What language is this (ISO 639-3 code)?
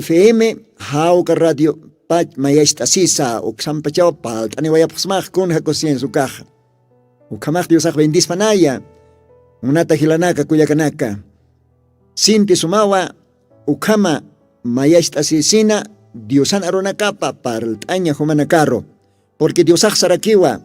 aym